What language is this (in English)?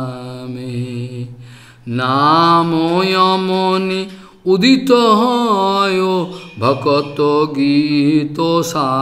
Bangla